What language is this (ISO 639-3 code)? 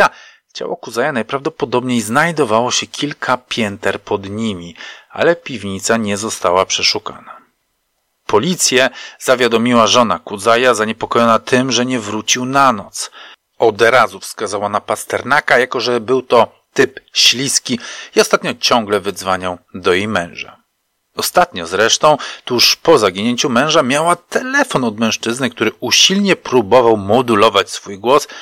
pol